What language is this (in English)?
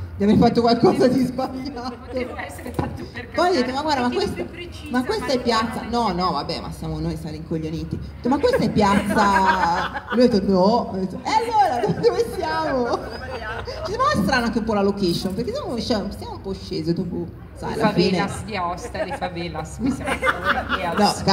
Italian